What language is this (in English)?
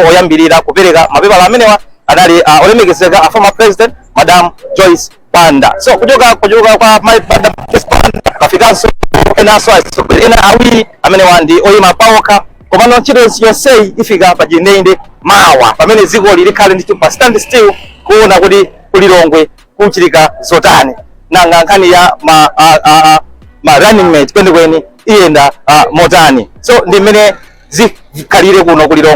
Nyanja